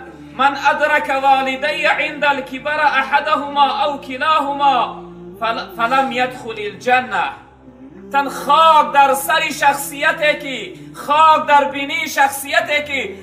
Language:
Tajik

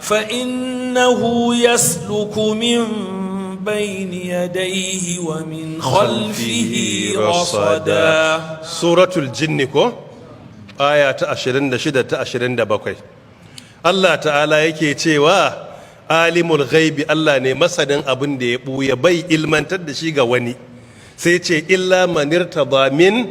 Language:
Hausa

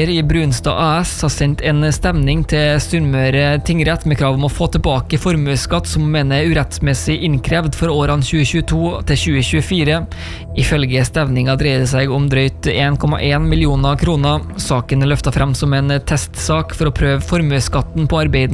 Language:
Norwegian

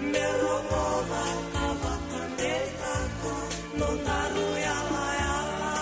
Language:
Fijian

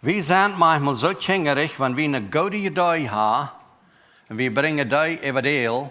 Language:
Plautdietsch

